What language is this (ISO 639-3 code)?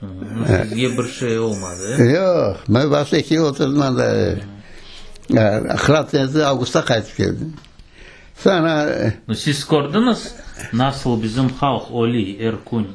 crh